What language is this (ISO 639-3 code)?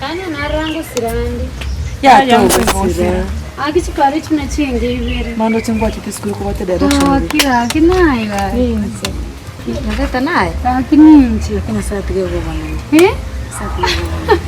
guz